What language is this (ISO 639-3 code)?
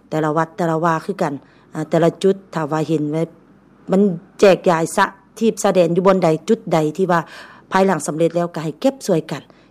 lao